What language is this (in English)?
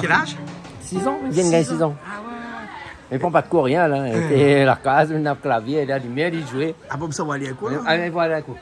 Réunion Creole French